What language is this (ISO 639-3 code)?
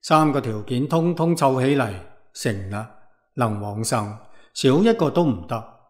yue